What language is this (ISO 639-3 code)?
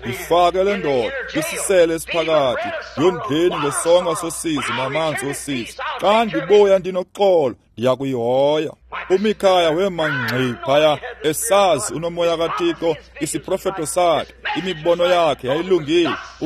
xho